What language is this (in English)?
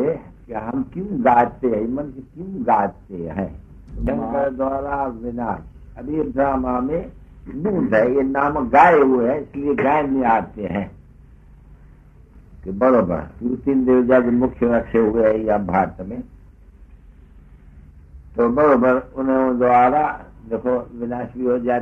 Hindi